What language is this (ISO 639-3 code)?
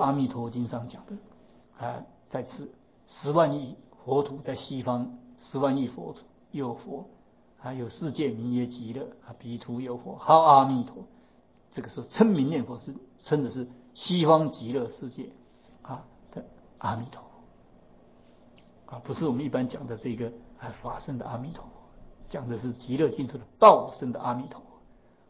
zho